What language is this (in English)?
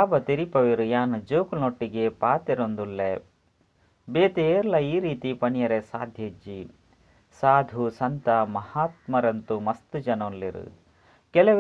Tulu